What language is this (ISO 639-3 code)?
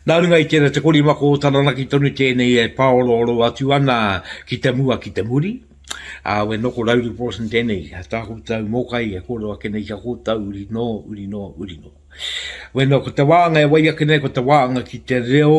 mri